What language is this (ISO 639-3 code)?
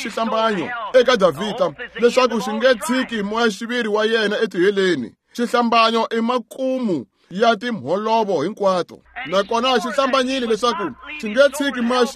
tso